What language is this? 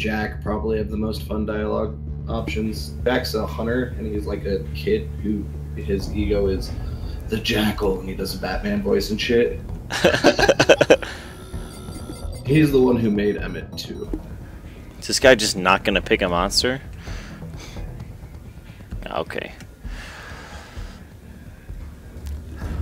English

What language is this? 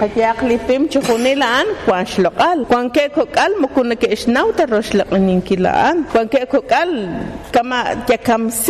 Kekchí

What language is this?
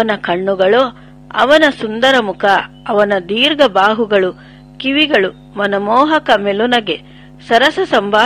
Kannada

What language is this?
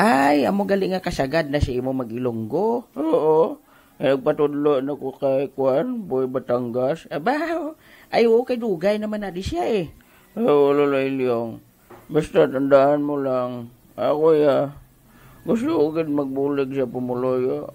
Hiligaynon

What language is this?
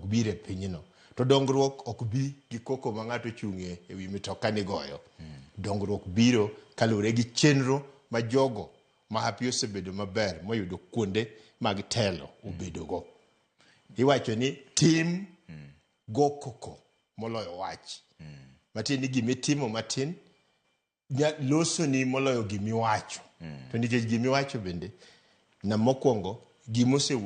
Luo (Kenya and Tanzania)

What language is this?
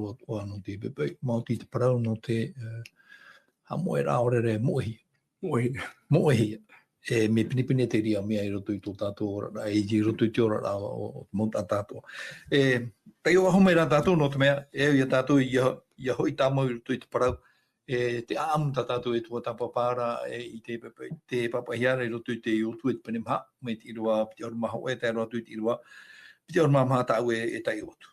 Tahitian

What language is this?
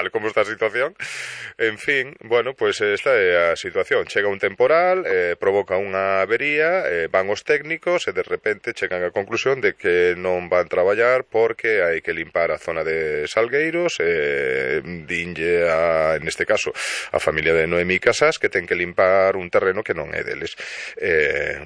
Galician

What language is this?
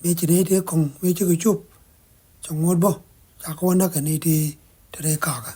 Nuer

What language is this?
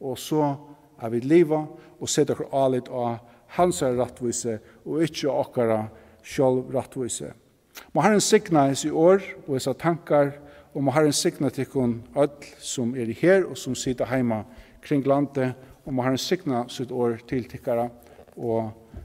Faroese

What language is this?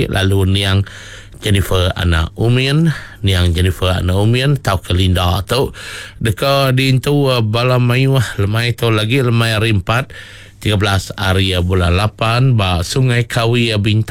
Iban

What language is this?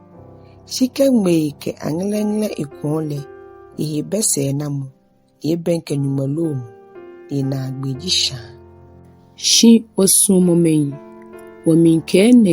Ga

